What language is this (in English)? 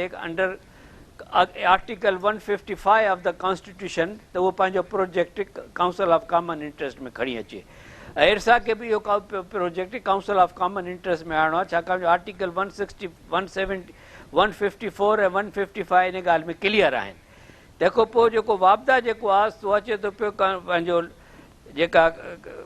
Sindhi